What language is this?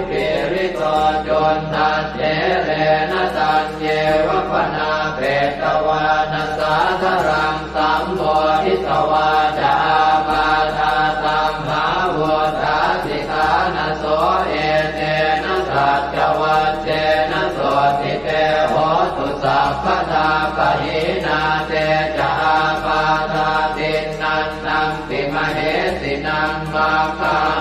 Pali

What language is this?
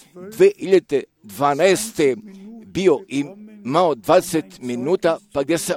Croatian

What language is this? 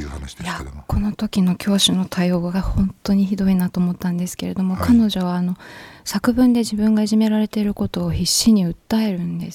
Japanese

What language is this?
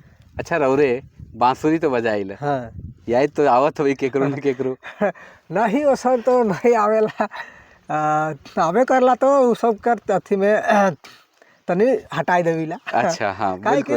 Sadri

